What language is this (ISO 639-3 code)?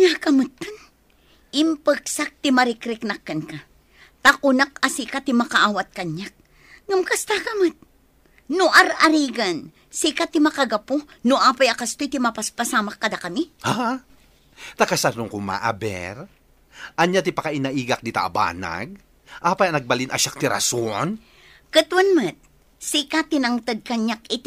ilo